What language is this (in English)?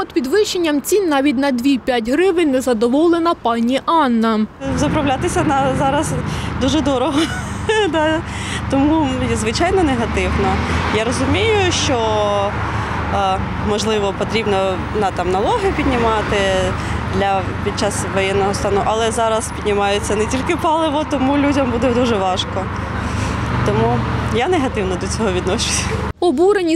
Ukrainian